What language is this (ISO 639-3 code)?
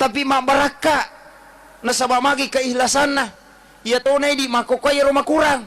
bug